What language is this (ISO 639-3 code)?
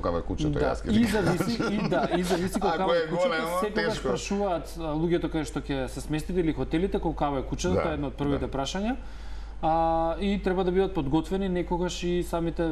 mkd